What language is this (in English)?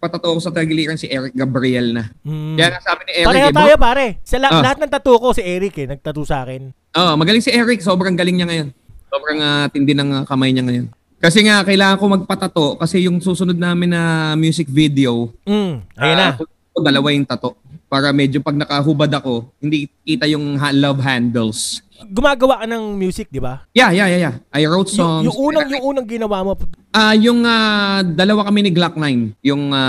Filipino